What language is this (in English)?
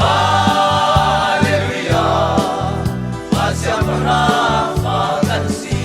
Hakha Chin